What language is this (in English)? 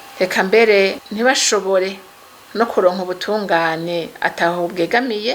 Rundi